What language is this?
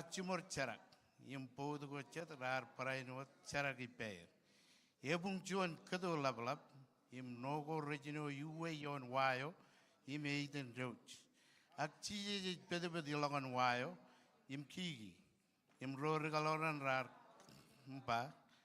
Marshallese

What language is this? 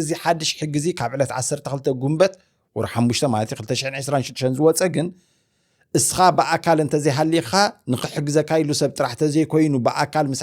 Tigrinya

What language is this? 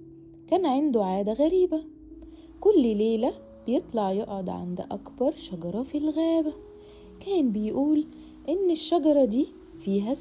Egyptian Arabic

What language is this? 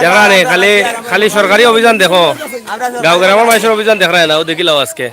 Sylheti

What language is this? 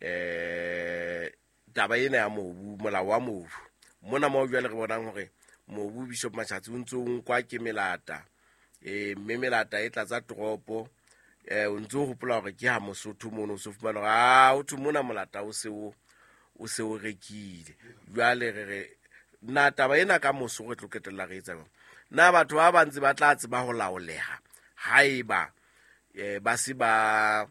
Southern Sotho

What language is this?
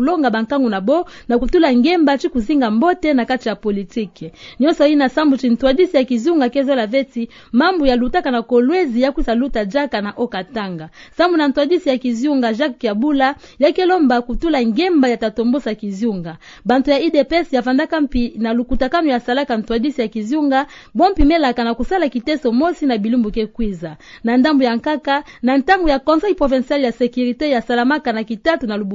Kituba (Democratic Republic of Congo)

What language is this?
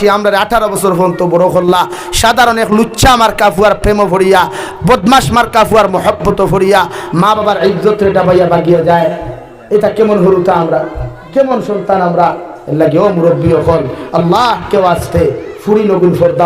Sylheti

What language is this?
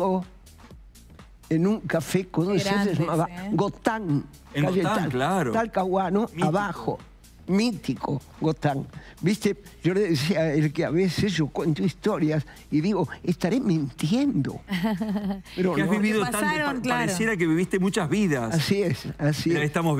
Spanish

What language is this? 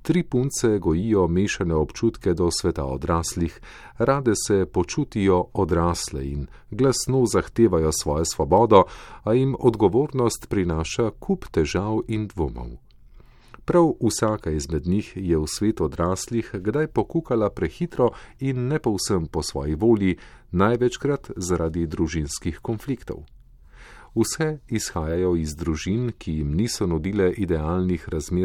Slovenian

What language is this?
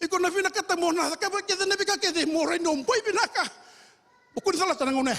Fijian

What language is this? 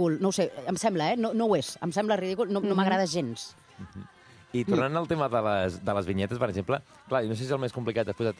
Catalan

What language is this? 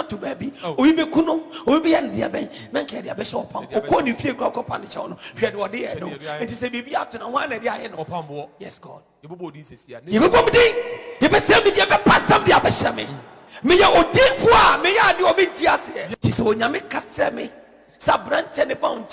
Akan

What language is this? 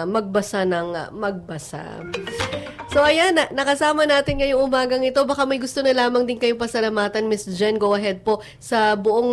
Filipino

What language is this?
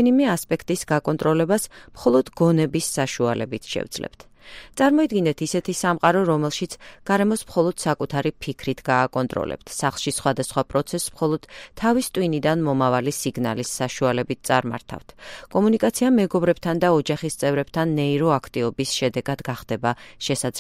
Georgian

